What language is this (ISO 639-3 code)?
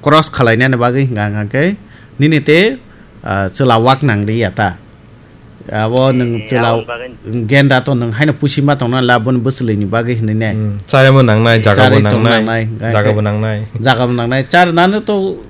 trp